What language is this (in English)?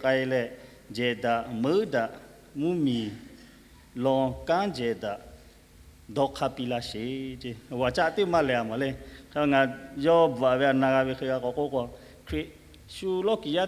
Lahu